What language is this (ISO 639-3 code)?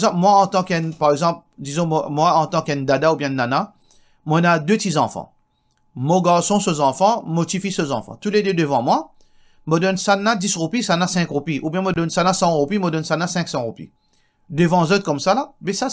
mfe